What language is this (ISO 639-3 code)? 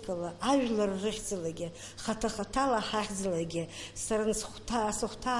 abk